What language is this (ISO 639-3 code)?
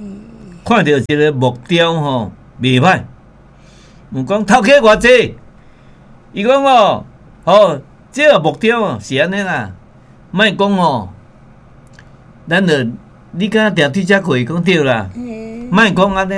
nan